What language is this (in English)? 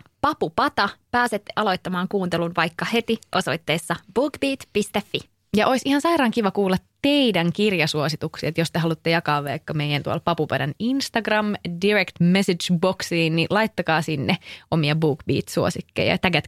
Finnish